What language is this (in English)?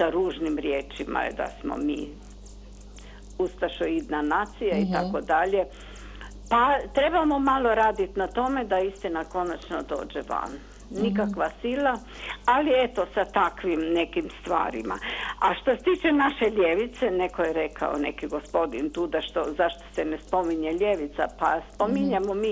Croatian